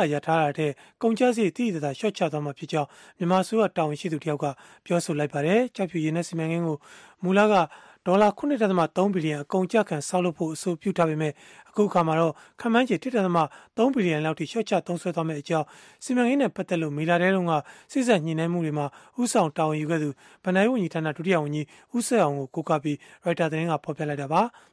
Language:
Burmese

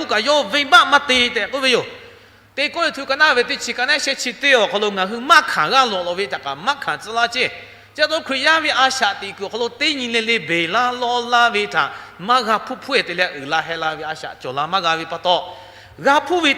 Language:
Lahu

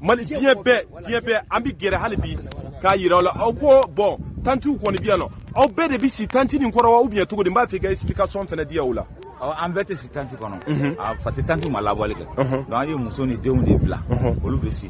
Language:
Bambara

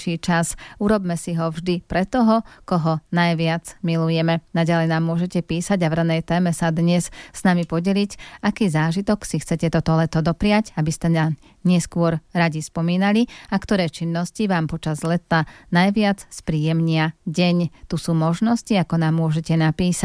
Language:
Slovak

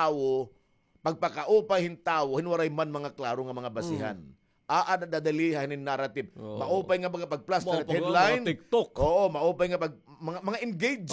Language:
Waray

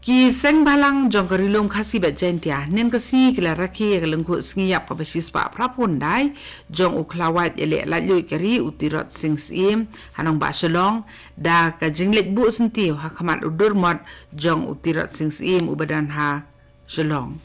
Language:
Khasi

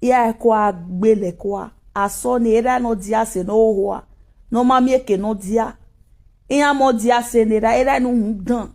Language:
Nigerian Pidgin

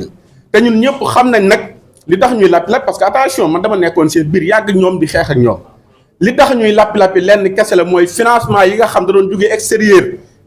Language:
Wolof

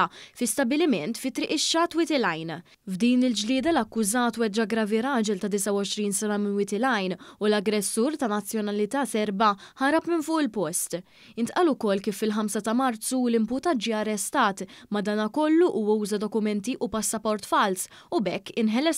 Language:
Maltese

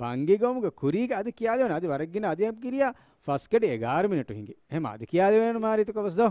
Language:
Divehi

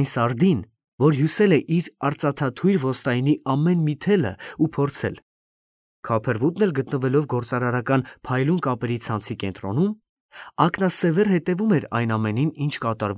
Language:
Armenian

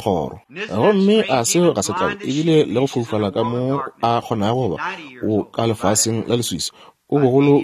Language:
Northern Sotho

